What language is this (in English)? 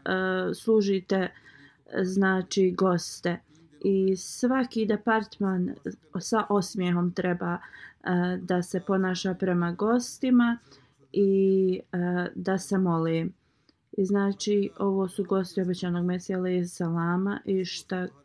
Bosnian